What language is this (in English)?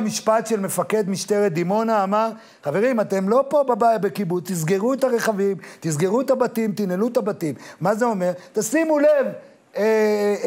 Hebrew